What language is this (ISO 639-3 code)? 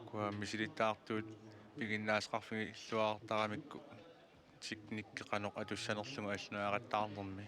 kal